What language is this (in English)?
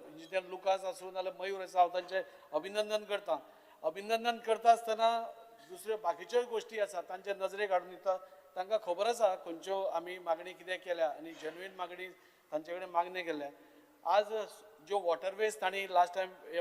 Konkani